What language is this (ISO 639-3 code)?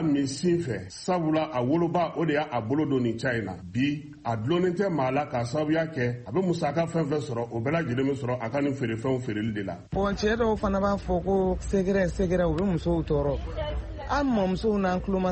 bam